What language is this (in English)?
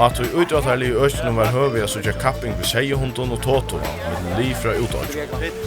Faroese